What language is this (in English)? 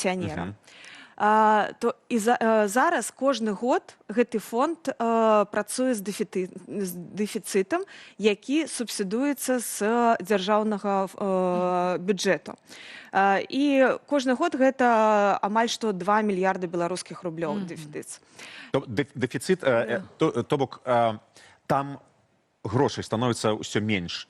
Belarusian